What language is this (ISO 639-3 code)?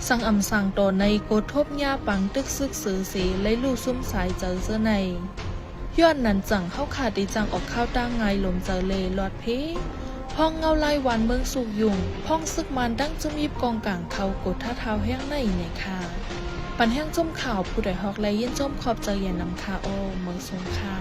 shn